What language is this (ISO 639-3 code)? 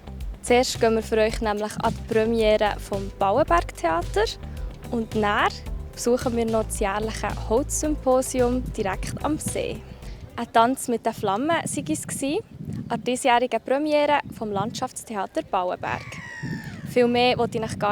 gsw